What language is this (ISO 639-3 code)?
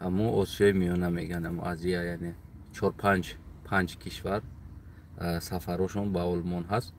tgk